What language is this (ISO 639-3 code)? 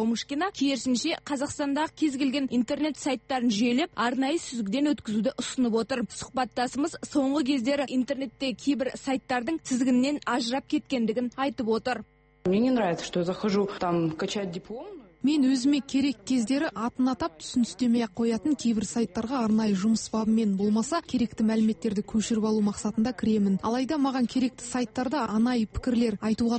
kaz